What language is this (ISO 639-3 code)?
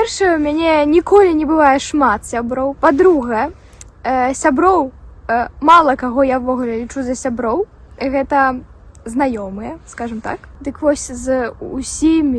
bel